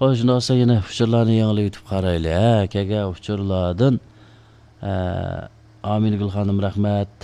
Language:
Uyghur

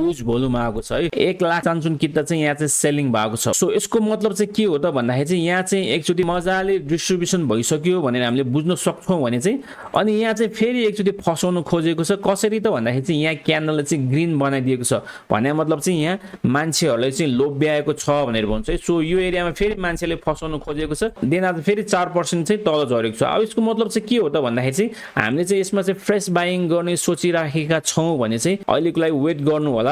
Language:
Nepali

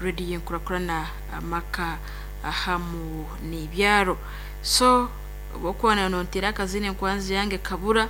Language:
Nyoro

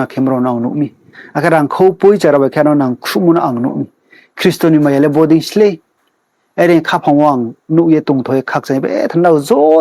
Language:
Riang (India)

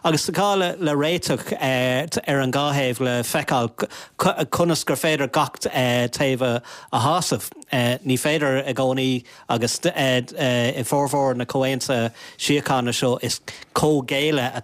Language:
Irish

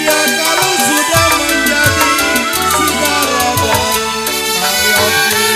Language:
Betawi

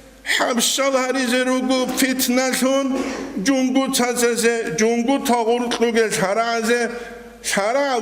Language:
Avaric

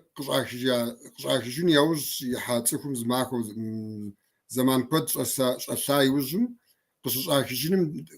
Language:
Kabardian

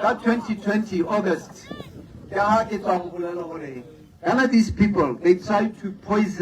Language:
Tswana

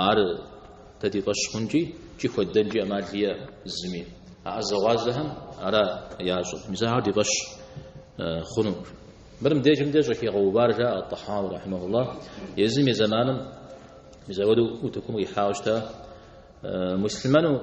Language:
Kabardian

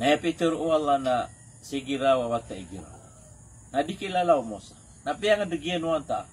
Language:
Maranao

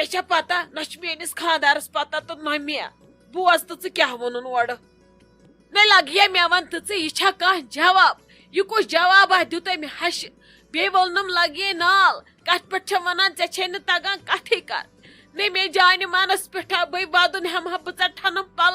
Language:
Kashmiri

